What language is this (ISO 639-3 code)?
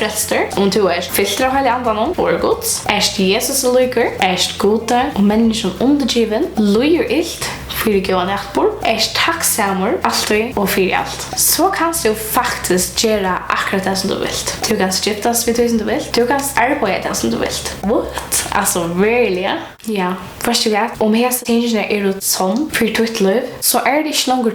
fao